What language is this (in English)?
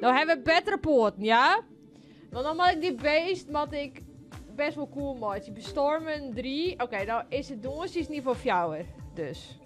Western Frisian